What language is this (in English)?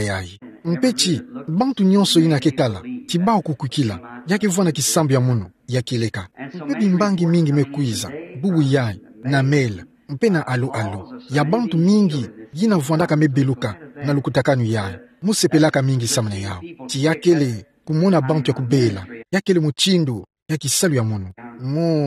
Kituba (Democratic Republic of Congo)